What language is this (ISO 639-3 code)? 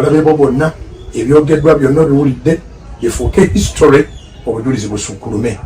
lug